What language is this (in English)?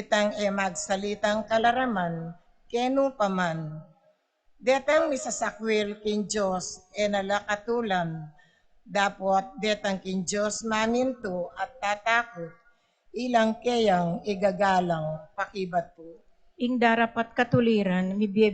Pampanga